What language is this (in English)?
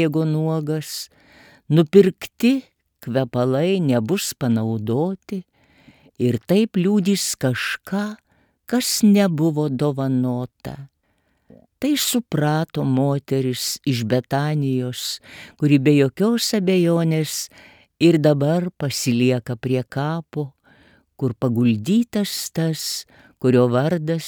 Lithuanian